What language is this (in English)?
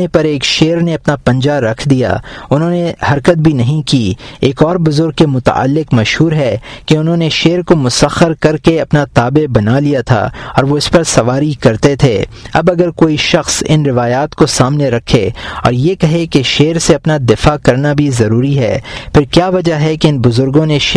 Urdu